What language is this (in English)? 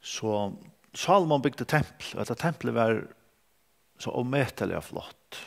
Faroese